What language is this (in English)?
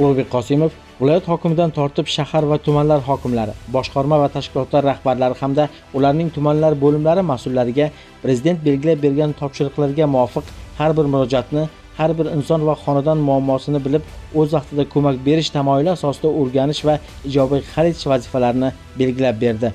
Uzbek